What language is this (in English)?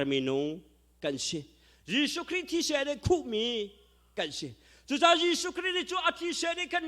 Hakha Chin